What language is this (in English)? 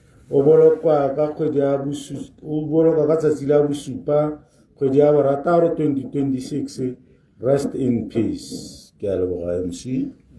Tswana